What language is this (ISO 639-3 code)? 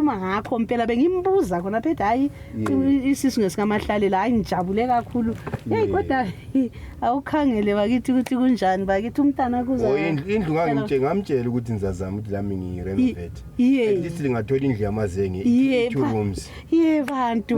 nde